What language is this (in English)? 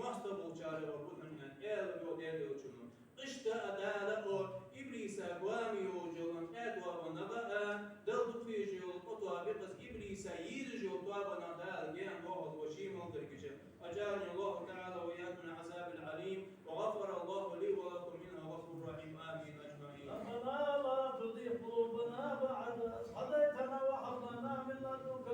Ingush